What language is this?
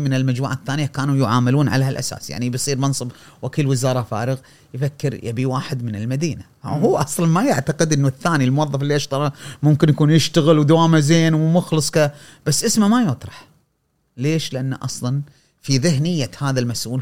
Gulf Arabic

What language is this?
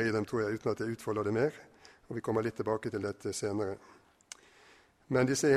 Norwegian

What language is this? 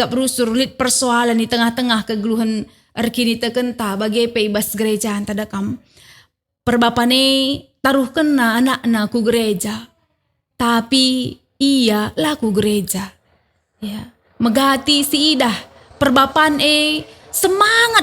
Batak Karo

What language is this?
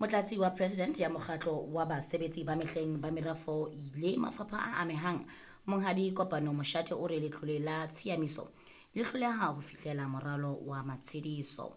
Southern Sotho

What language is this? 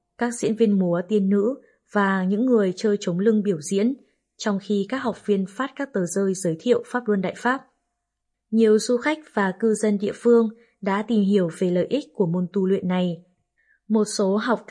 Vietnamese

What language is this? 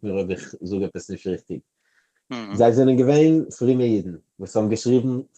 Yiddish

